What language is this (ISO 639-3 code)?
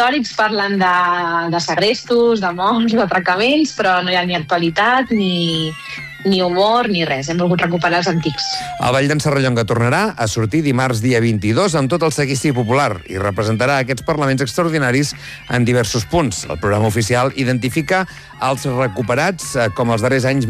cat